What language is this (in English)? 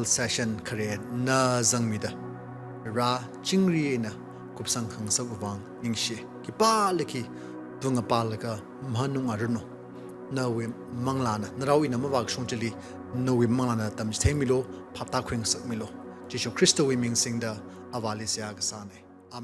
Tangkhul Naga (India)